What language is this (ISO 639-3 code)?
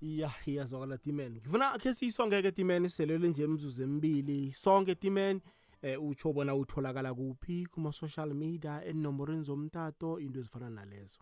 nbl